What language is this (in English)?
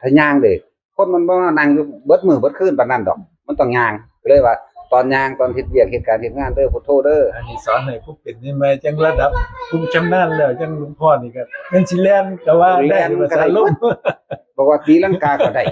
Northeastern Thai